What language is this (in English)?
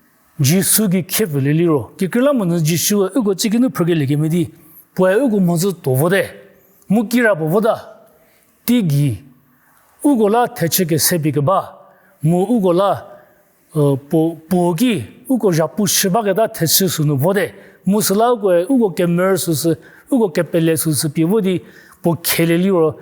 Angami Naga